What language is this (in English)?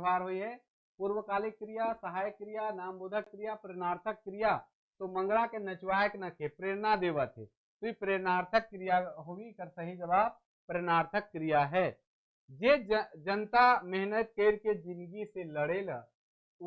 Sadri